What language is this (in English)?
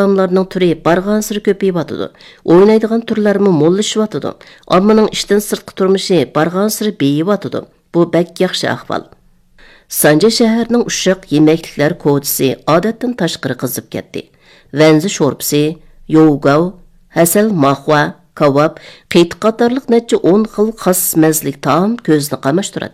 Uyghur